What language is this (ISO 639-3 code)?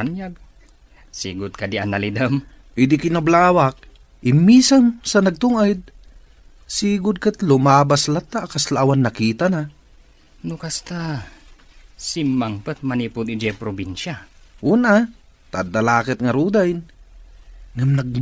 ilo